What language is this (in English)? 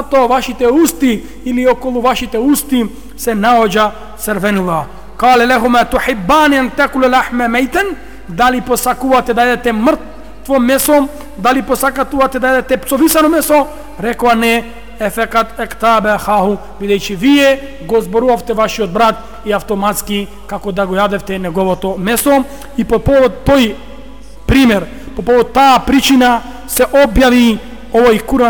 Macedonian